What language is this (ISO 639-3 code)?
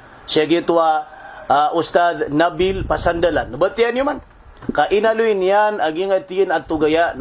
mrw